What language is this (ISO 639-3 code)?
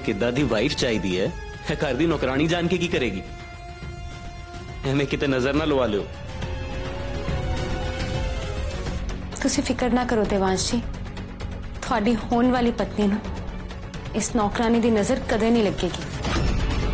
pan